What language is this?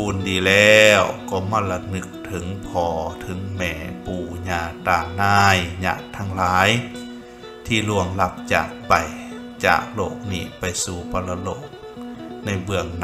Lao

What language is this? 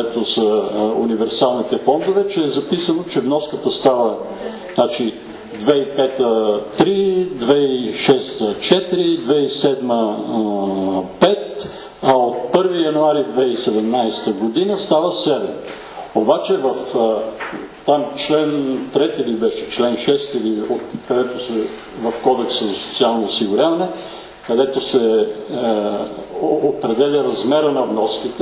Bulgarian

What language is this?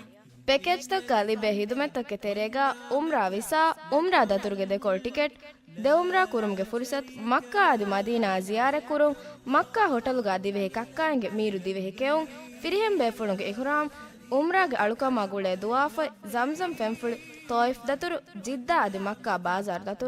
Divehi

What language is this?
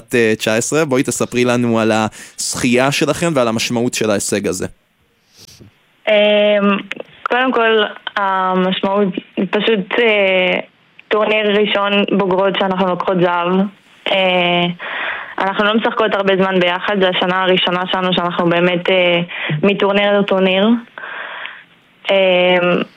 Hebrew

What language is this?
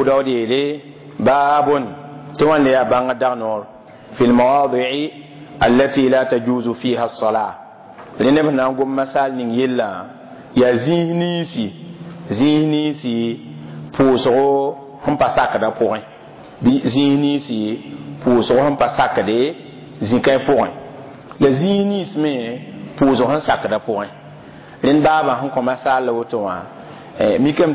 Mossi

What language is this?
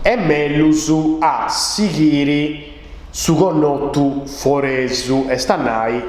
Sardinian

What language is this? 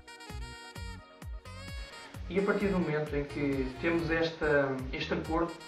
Portuguese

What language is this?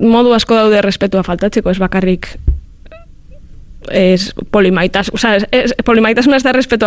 Basque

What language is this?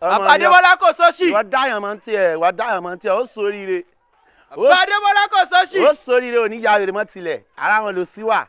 Yoruba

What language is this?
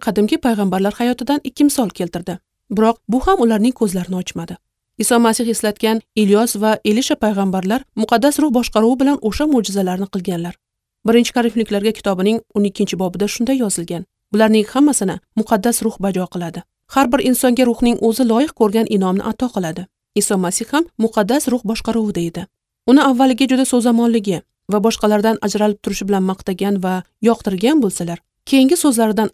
Uzbek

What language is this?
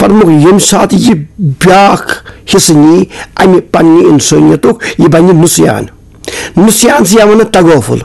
Kashmiri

